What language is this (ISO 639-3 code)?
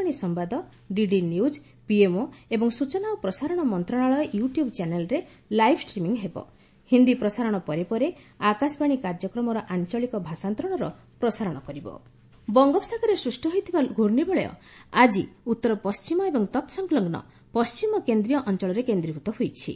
ori